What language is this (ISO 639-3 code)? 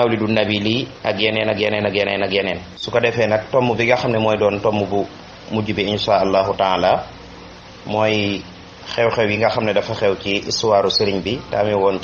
wol